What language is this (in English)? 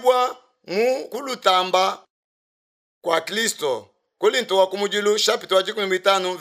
Luba-Lulua